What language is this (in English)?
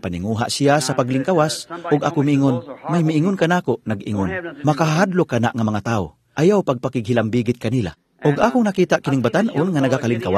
Cebuano